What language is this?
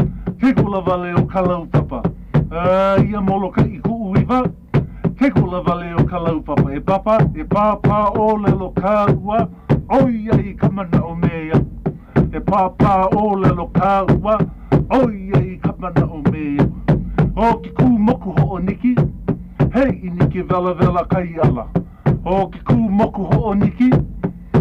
Hawaiian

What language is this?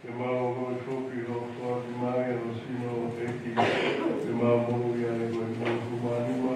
Tongan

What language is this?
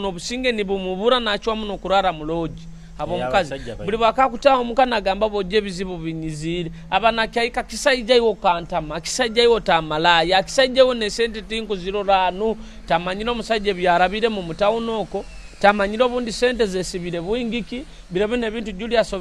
Nyoro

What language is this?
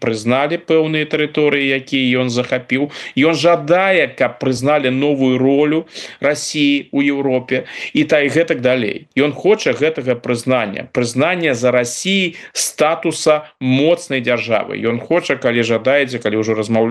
Belarusian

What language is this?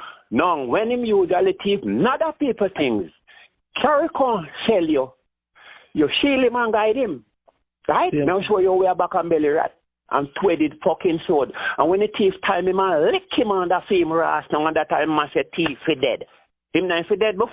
Jamaican Creole English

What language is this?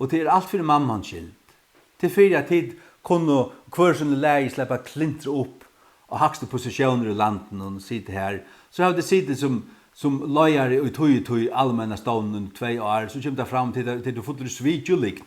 Faroese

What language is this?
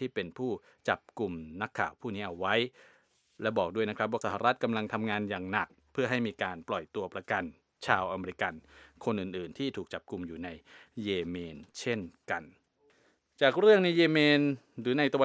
Thai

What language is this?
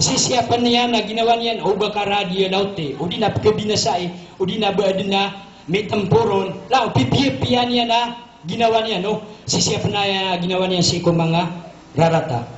Maranao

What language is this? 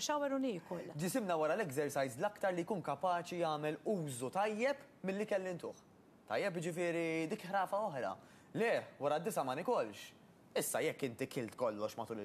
Maltese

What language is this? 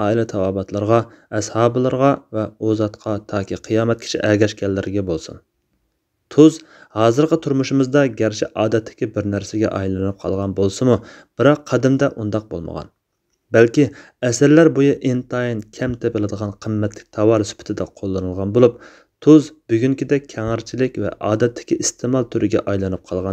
Uyghur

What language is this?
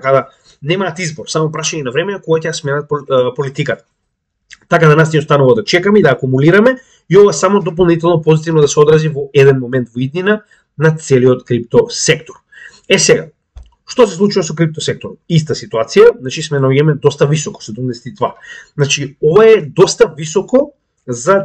Macedonian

